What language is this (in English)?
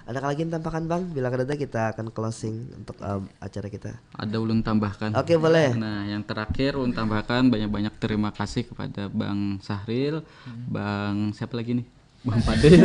Banjar